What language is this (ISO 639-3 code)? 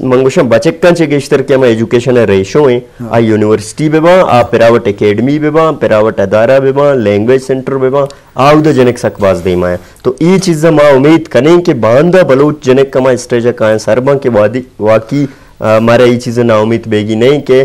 bgp